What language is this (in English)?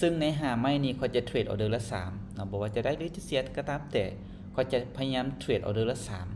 Lao